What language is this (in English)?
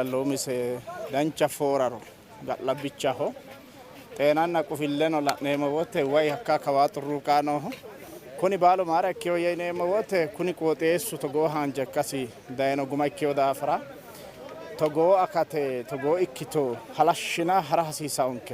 Sidamo